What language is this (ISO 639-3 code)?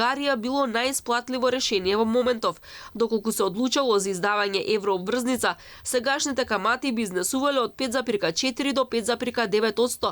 mkd